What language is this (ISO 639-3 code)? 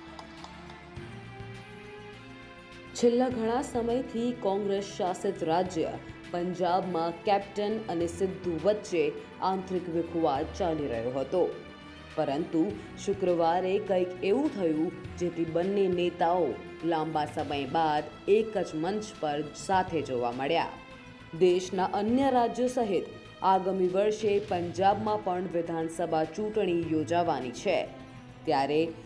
guj